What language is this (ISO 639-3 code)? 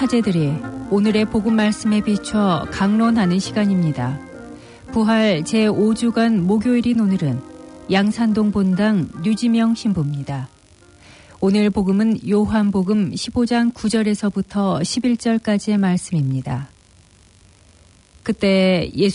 kor